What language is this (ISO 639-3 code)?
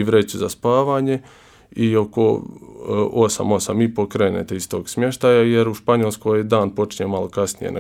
hrv